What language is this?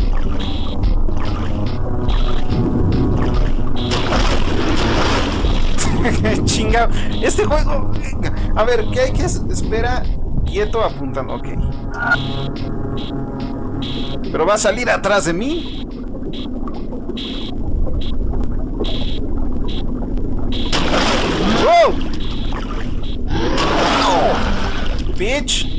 Spanish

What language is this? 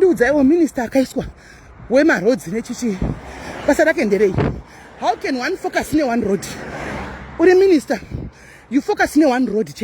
Shona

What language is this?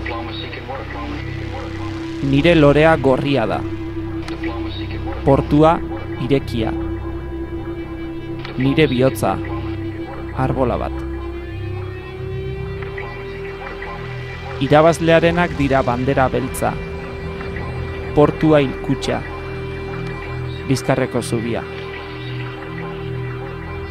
Basque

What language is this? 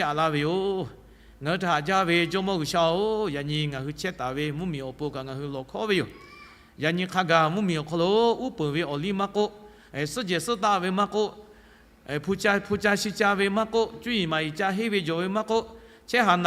Lahu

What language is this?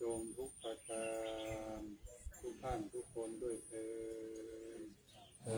Pali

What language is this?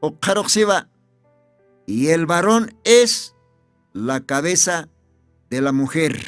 Aymara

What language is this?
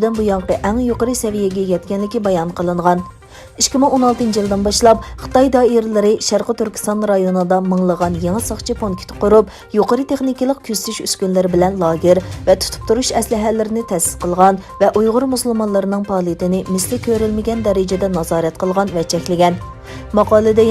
Uyghur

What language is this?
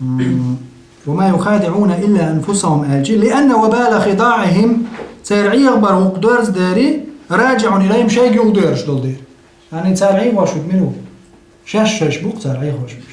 Chechen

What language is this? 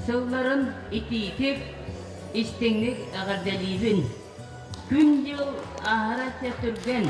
Yakut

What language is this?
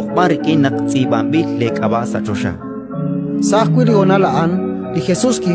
Kekchí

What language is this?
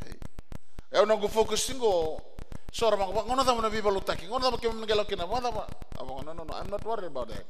Fijian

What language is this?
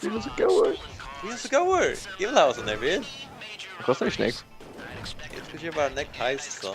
Faroese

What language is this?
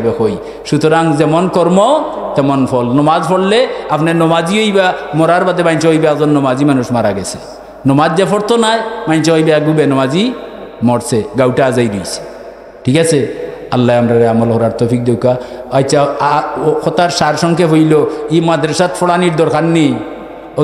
Sylheti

